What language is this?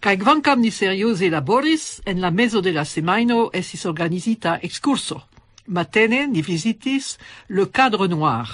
Esperanto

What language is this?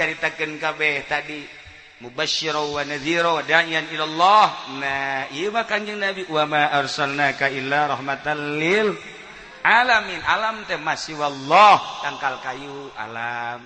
Sundanese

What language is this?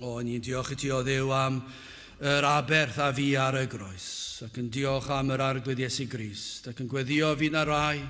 Welsh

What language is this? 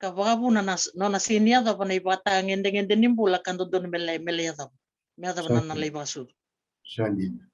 Fijian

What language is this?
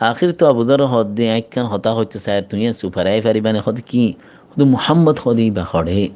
Rohingya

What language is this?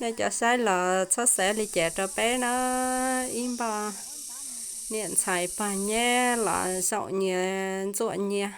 Hmong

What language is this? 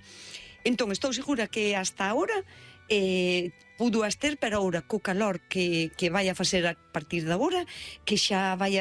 Galician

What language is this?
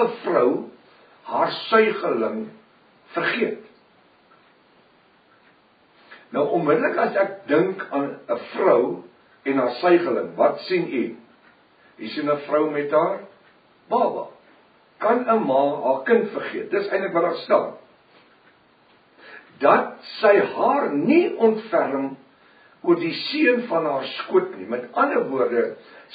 Afrikaans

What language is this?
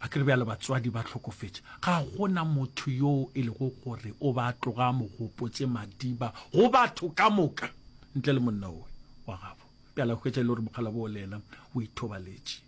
Northern Sotho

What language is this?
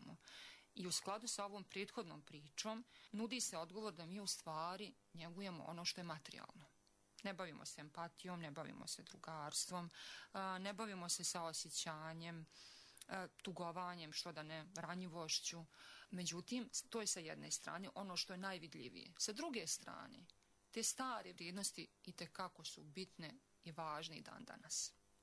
Bosnian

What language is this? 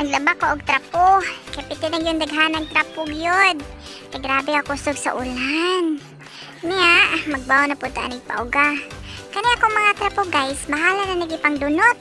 Cebuano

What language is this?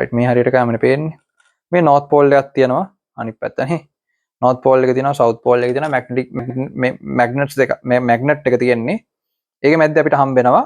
Sinhala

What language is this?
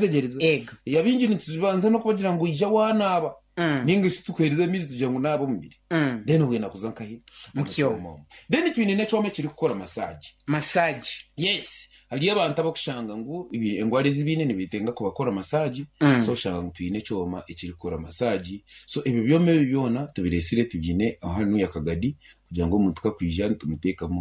Nyankole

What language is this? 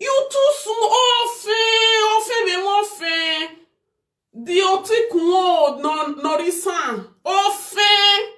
Nigerian Pidgin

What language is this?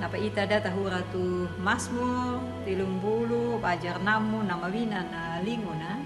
Anakalangu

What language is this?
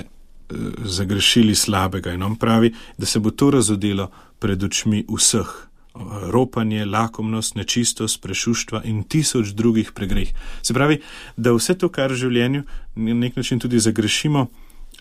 Slovenian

